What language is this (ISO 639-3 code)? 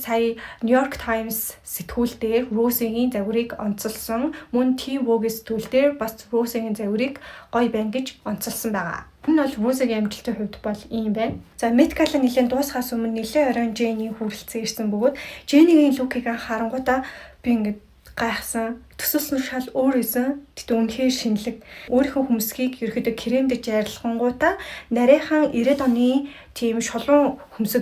mon